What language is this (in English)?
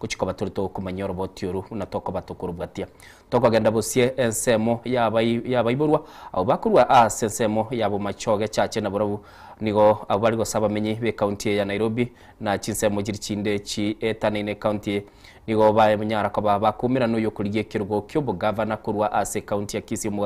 Gusii